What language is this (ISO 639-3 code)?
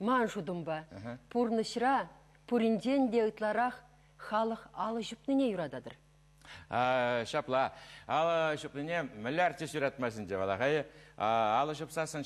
chv